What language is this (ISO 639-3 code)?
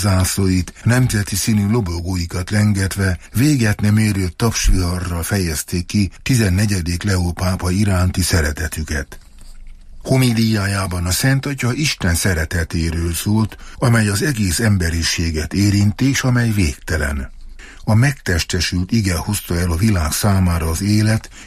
hun